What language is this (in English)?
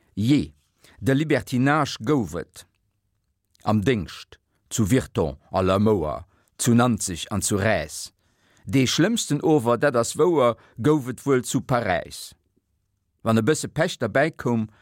Luxembourgish